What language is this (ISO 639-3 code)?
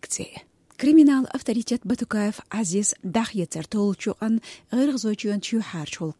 che